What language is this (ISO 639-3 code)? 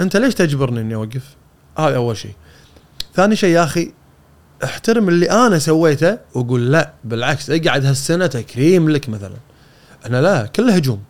afb